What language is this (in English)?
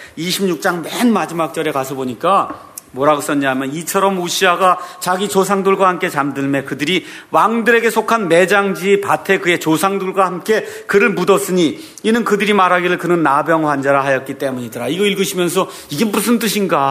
Korean